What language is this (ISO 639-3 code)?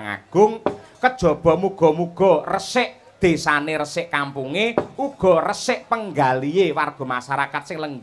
jav